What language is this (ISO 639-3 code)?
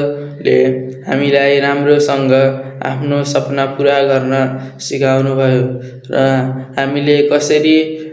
nep